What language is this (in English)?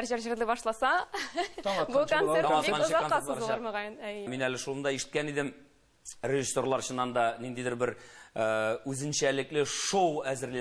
Tatar